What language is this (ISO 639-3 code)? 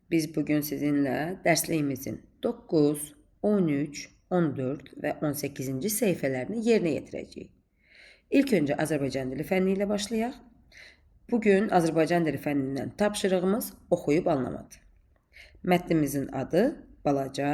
aze